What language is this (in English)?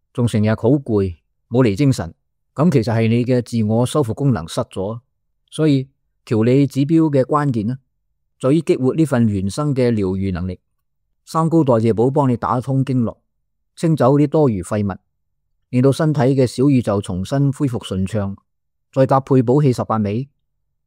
Cantonese